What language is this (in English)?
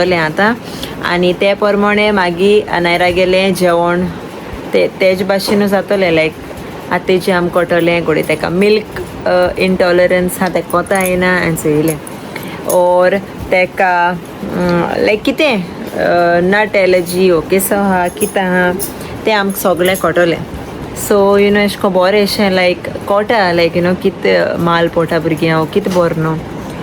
Konkani